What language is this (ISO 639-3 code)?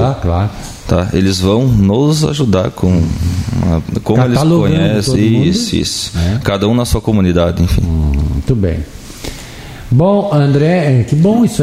por